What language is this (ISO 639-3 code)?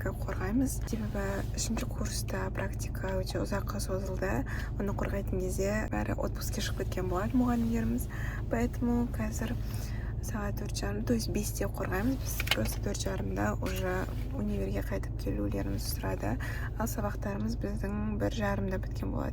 kaz